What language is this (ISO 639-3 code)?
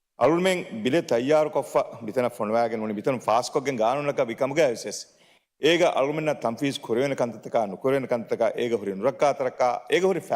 div